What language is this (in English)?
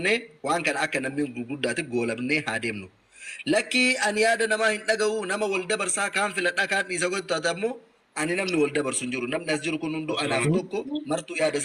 Oromo